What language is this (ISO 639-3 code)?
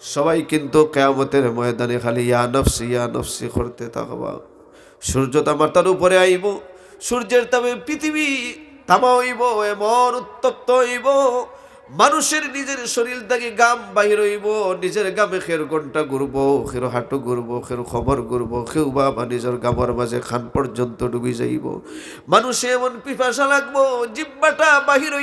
syl